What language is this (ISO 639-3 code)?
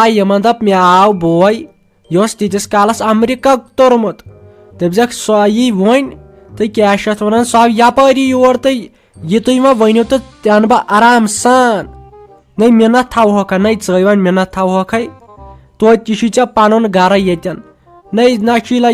kas